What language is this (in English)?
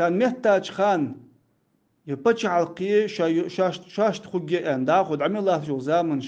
Ingush